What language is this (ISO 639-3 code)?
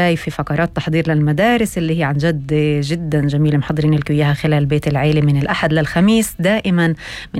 apc